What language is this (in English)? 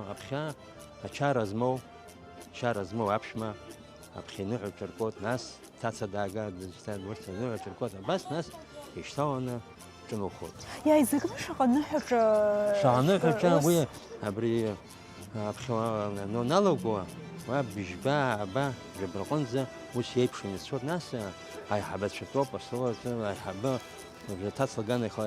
Abkhazian